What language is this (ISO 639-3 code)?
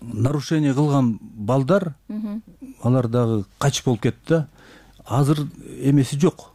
kir